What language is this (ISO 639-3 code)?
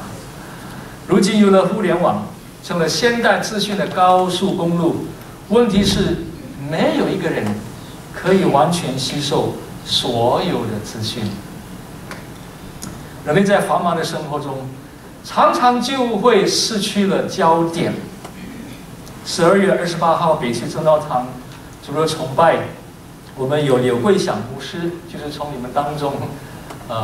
zho